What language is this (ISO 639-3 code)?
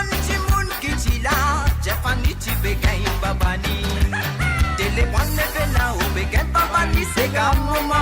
mfe